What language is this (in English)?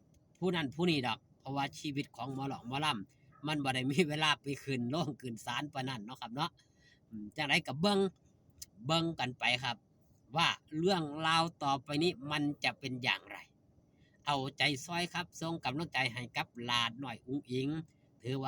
Northeastern Thai